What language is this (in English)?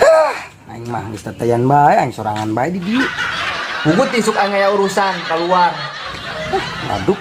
Sundanese